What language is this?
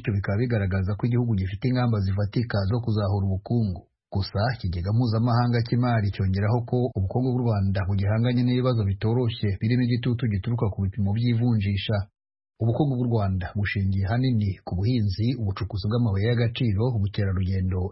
Kinyarwanda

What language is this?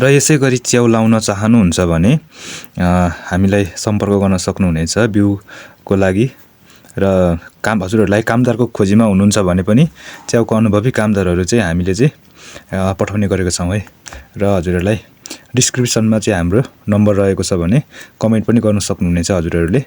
Nepali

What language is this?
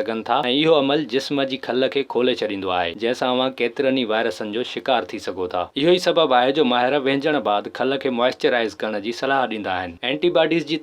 Sindhi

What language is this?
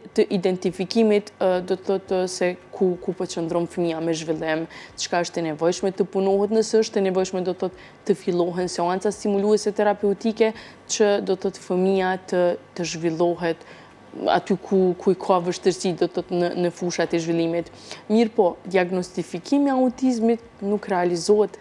Albanian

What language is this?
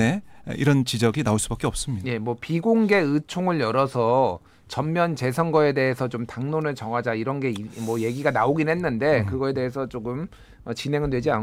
Korean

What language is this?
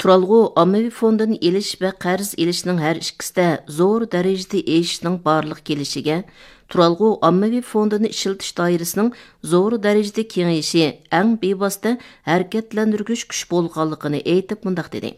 Uyghur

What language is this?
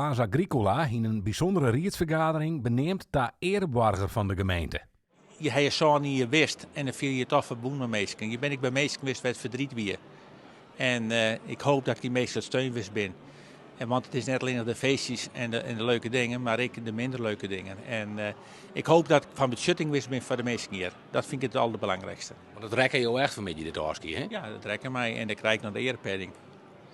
Western Frisian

